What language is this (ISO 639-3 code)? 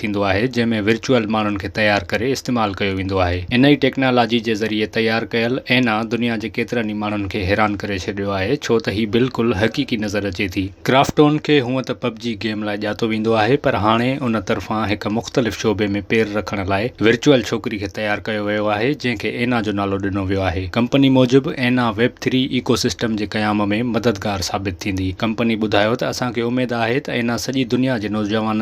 snd